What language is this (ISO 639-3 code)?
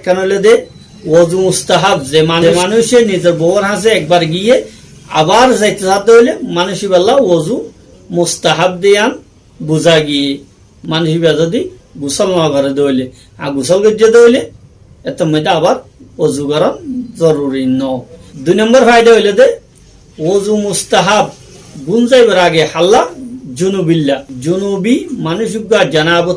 rhg